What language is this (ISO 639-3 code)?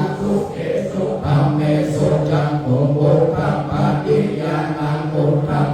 pli